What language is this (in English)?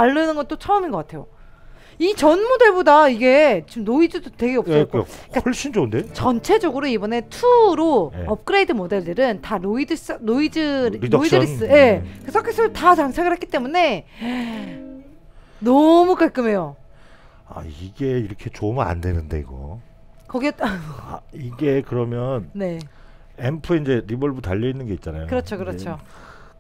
Korean